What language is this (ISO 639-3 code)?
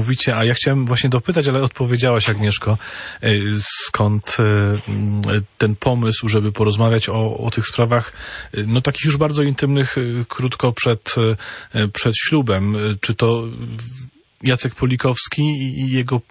pol